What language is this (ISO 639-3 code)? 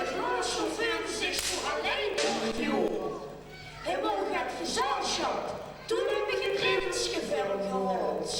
lim